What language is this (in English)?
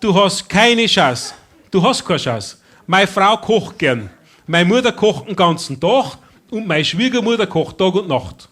Bavarian